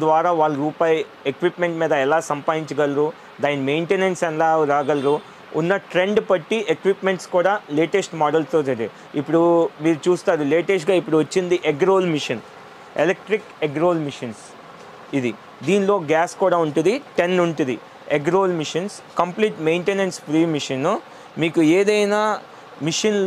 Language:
Telugu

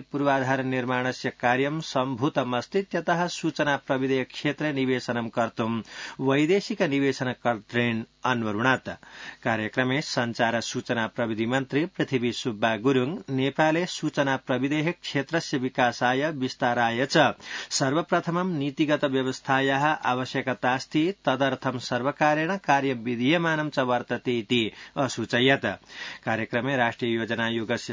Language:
Sanskrit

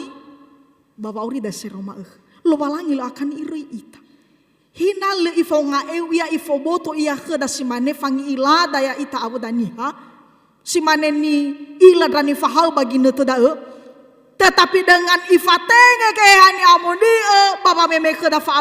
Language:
Nias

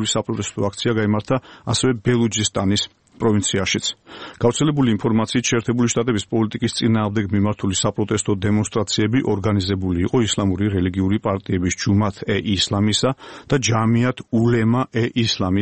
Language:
Georgian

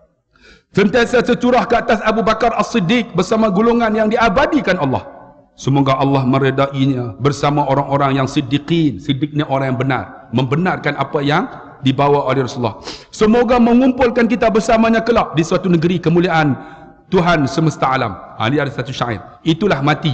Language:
Malay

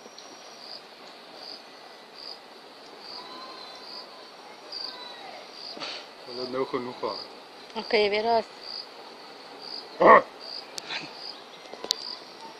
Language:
Afrikaans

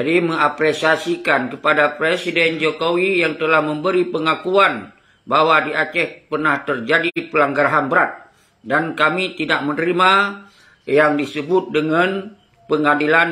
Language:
Achinese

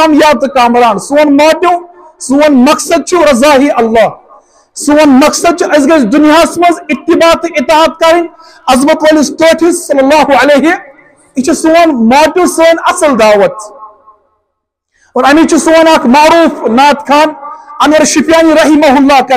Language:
Kashmiri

